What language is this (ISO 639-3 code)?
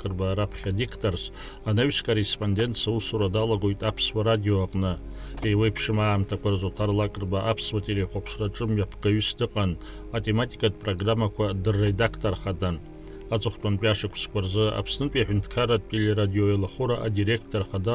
abk